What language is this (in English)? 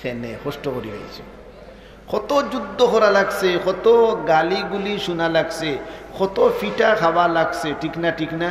Sylheti